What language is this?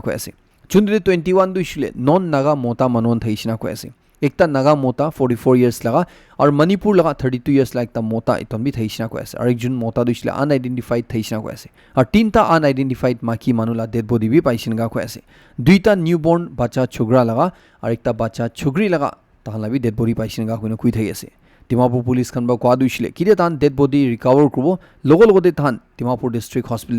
Naga Pidgin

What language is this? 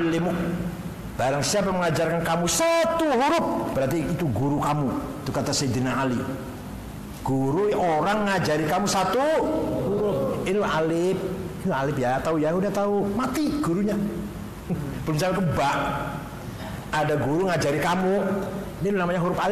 Indonesian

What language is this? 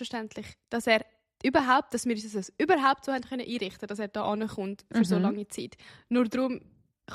Swiss German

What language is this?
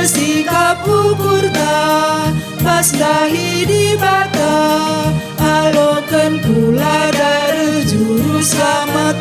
Batak Karo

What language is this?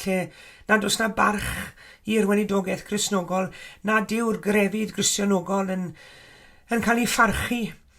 Welsh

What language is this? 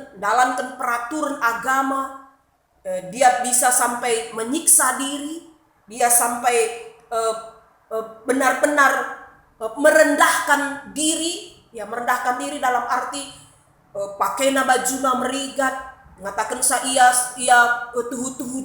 Batak Karo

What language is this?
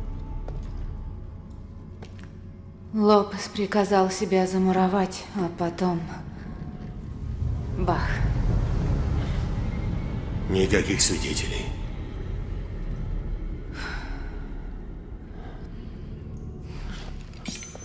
Russian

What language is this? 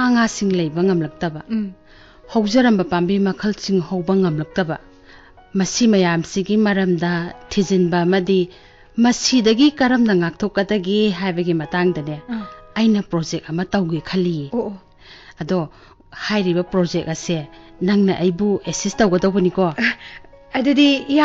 Manipuri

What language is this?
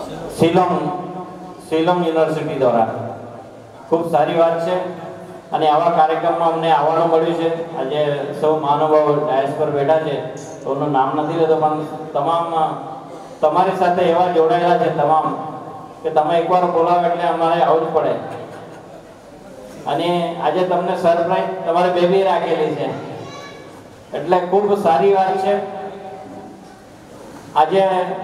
Gujarati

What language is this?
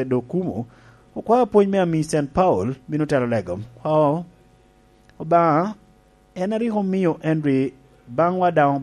Lango (Uganda)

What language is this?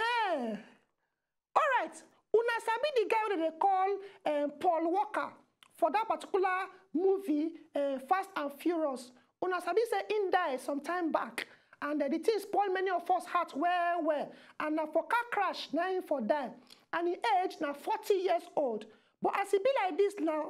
Nigerian Pidgin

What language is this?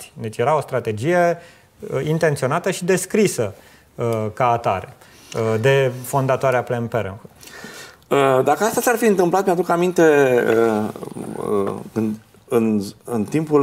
Romanian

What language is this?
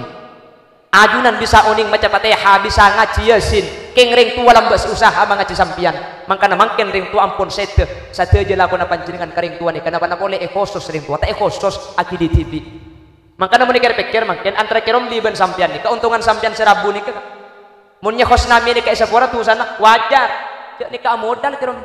Madurese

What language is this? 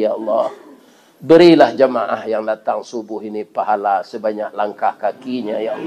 Minangkabau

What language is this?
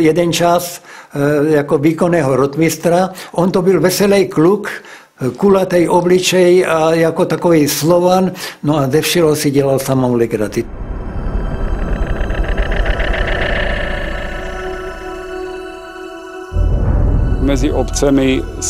Czech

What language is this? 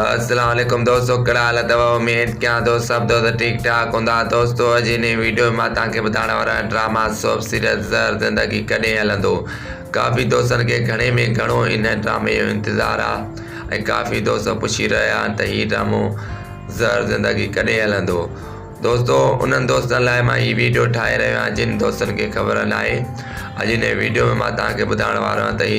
Sindhi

